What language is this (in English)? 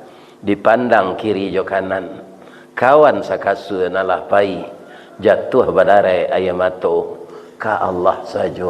Minangkabau